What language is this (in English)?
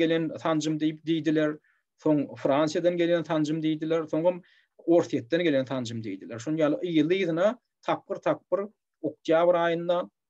Turkmen